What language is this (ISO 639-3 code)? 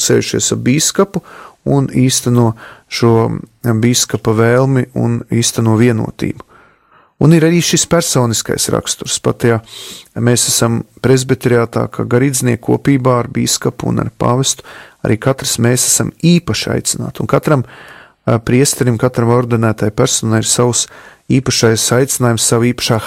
lav